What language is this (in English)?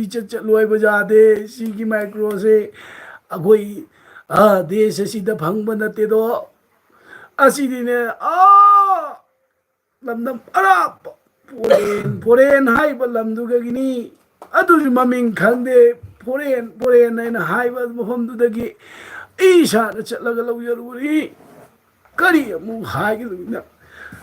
Manipuri